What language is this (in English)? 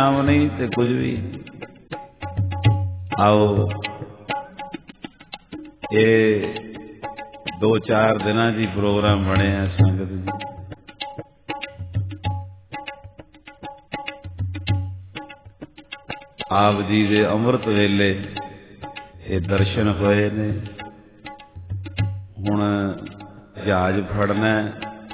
Punjabi